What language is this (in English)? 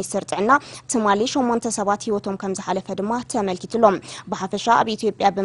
Tigrinya